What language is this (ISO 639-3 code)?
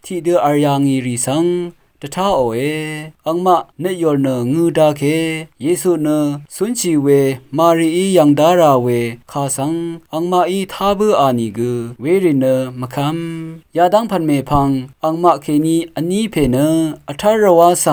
raw